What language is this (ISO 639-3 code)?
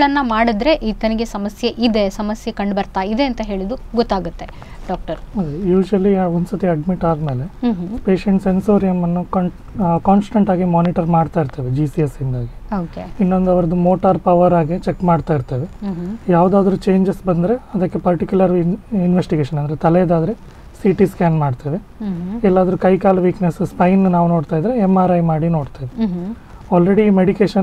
kan